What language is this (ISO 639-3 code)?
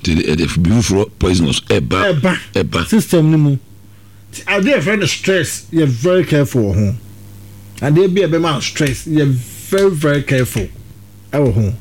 aka